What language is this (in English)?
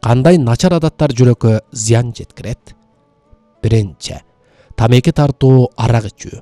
Kyrgyz